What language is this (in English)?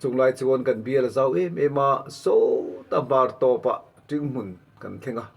Mizo